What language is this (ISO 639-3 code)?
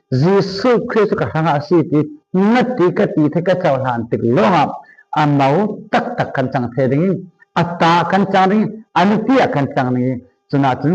cfm